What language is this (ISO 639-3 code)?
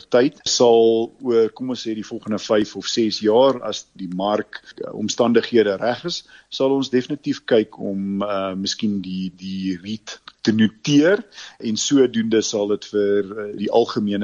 afr